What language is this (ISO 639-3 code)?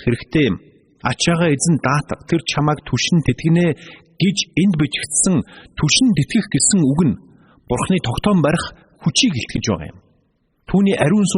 mon